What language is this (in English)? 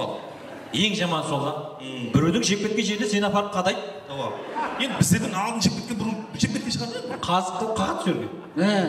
Kara-Kalpak